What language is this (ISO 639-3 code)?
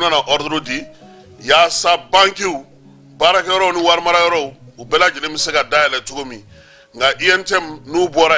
bam